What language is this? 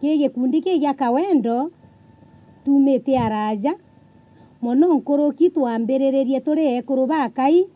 Meru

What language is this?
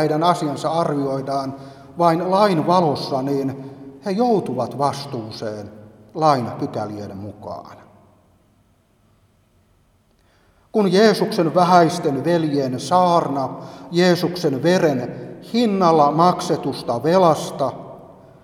Finnish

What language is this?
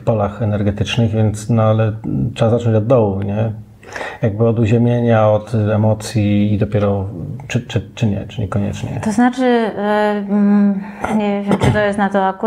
Polish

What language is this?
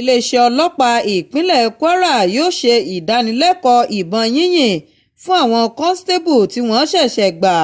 Yoruba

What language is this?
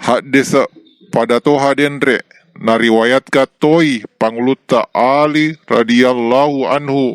Buginese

